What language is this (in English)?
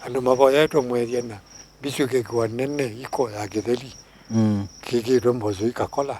Kamba